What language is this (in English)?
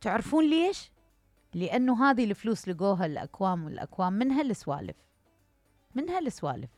Mesopotamian Arabic